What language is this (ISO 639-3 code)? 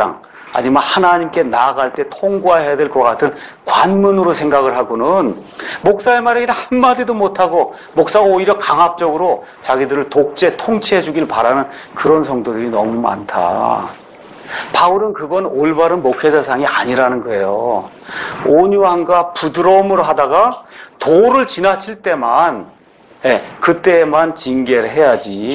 kor